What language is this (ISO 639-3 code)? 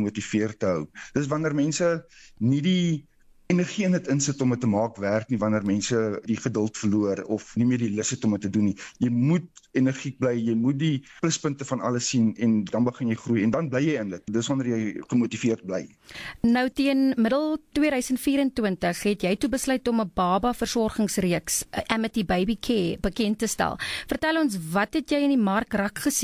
afr